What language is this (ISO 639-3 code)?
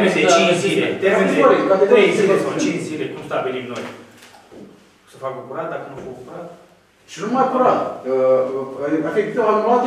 ron